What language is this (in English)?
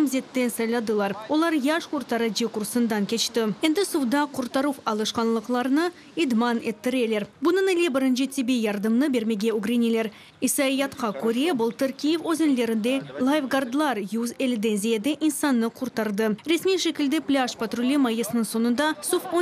Crimean Tatar